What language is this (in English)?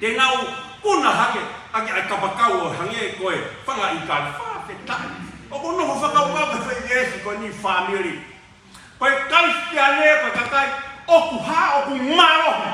Tongan